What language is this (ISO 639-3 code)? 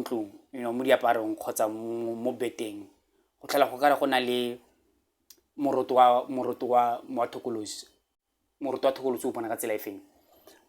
tsn